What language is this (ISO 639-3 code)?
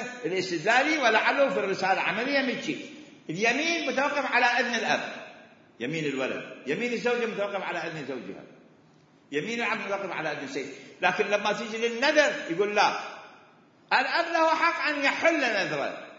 acm